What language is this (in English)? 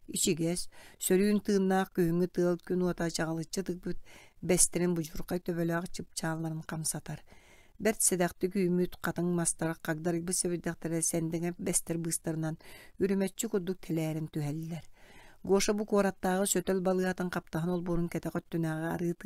Yakut